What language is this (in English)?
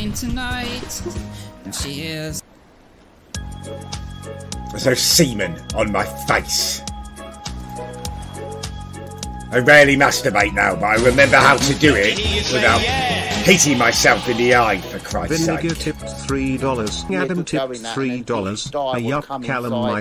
English